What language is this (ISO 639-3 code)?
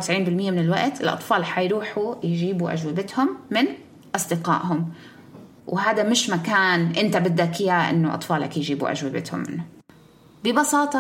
apc